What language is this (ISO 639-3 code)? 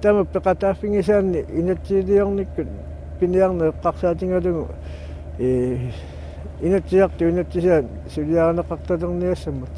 kal